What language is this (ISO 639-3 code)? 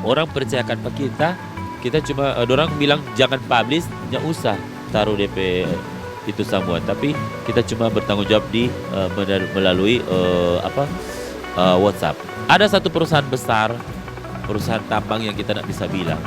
xmm